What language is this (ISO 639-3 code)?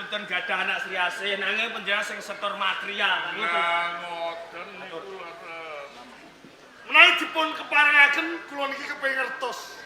jav